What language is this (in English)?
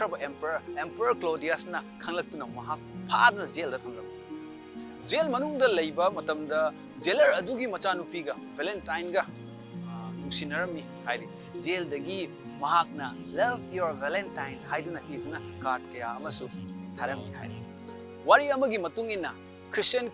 Manipuri